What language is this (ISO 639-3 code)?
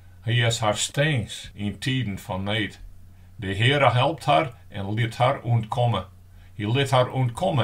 fry